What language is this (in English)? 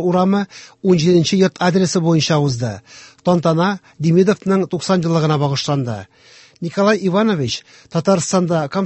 Tatar